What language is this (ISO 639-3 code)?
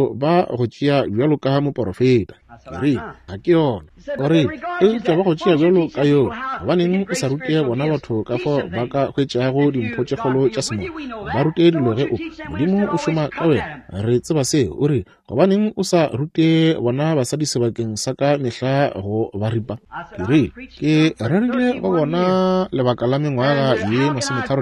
nso